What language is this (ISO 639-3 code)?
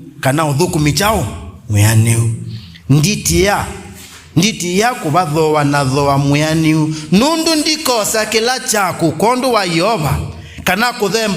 kam